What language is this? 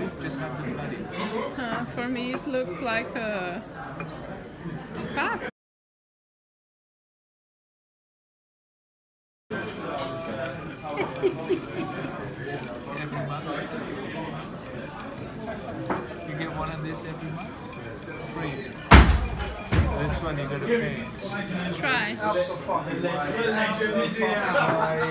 English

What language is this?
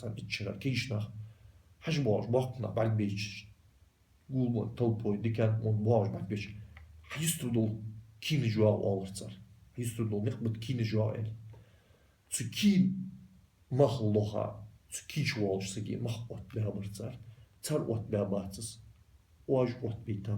Ingush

